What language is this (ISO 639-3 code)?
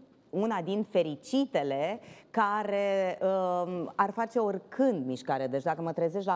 ron